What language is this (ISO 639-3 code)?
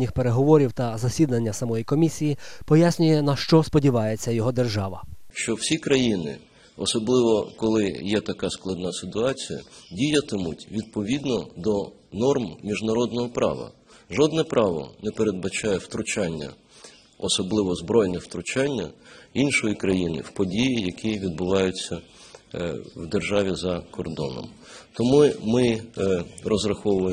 ukr